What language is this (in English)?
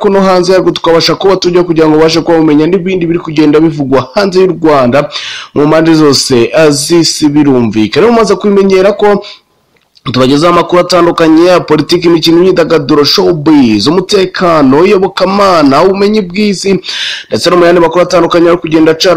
Kinyarwanda